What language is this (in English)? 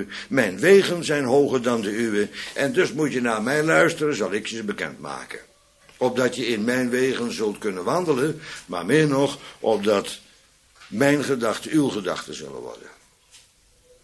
Dutch